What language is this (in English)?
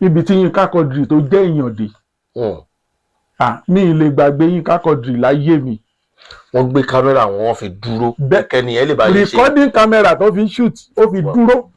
Yoruba